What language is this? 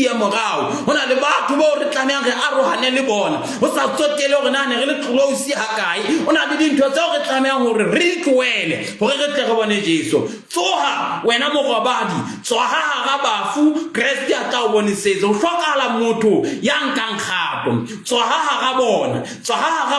Southern Sotho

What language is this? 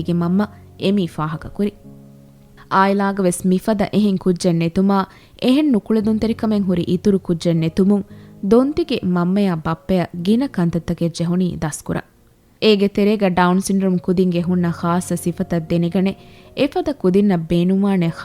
Divehi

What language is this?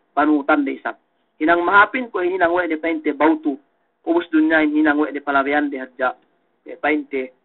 Yakan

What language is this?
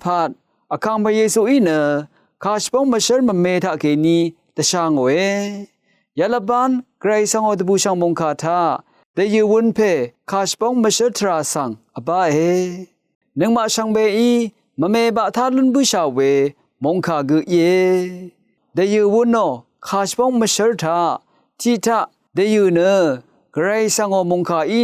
Rawang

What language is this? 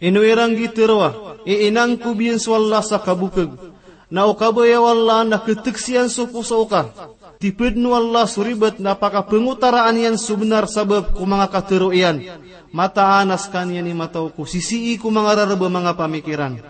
Maranao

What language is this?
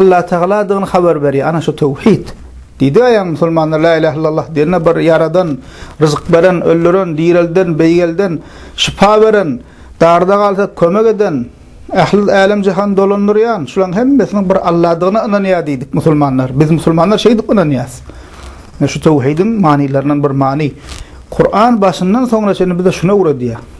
Turkmen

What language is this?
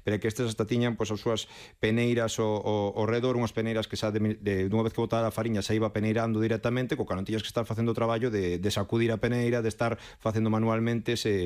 Galician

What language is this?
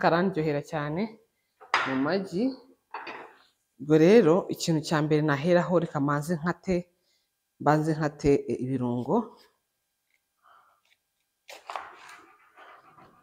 Kinyarwanda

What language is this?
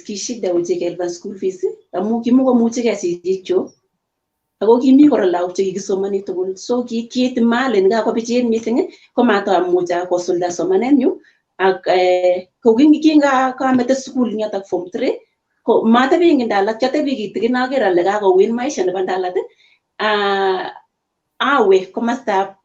Kalenjin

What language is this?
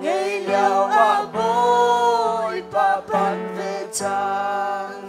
Hakha Chin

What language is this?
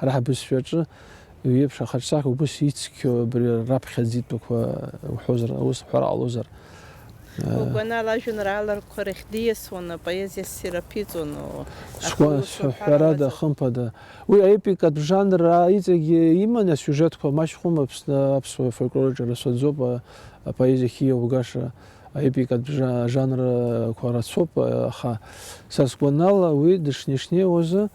Abkhazian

